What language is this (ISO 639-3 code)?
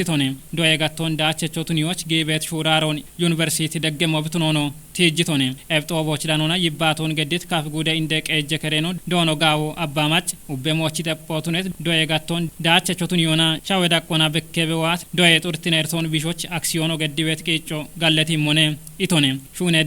kbr